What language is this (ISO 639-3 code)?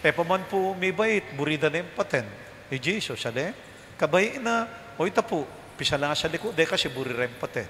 pam